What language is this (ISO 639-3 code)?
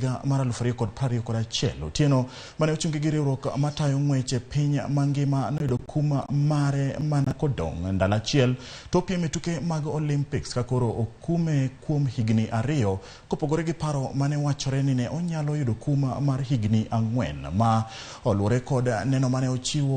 luo